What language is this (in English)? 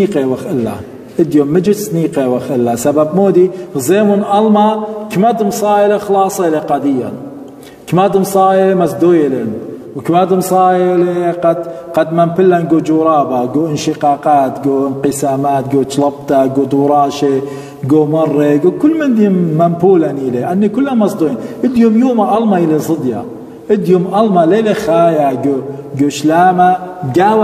Assyrian Neo-Aramaic